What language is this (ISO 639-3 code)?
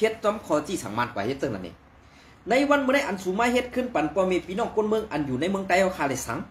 shn